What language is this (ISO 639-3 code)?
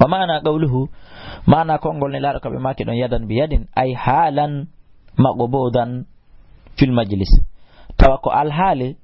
ful